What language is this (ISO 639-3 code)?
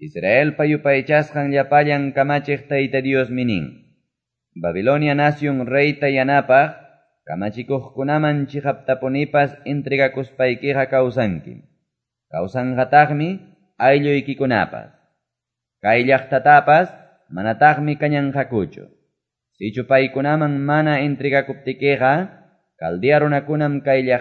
que